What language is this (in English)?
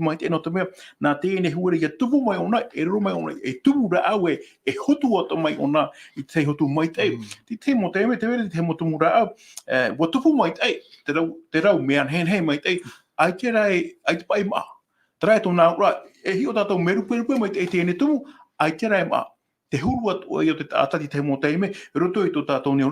Tahitian